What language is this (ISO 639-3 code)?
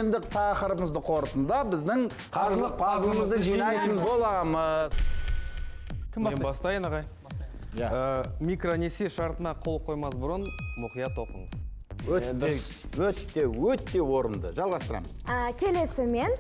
kaz